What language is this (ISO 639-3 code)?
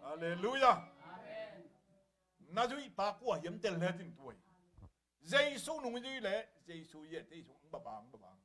ctd